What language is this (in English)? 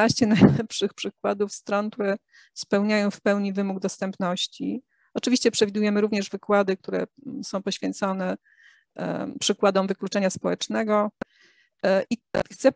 Polish